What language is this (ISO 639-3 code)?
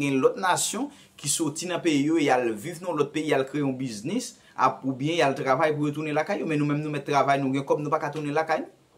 hat